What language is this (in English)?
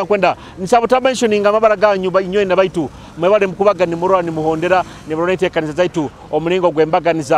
Nyoro